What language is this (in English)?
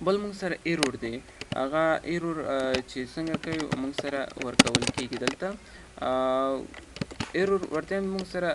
Pashto